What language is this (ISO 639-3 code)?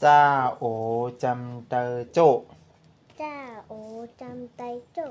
shn